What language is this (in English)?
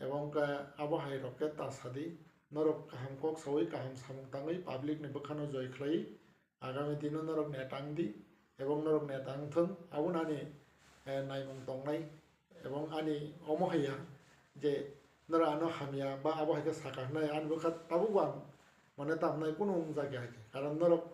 Kok Borok